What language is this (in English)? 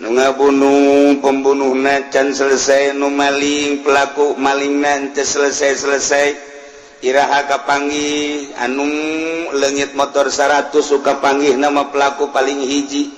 Sundanese